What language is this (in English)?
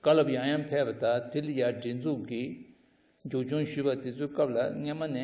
Tibetan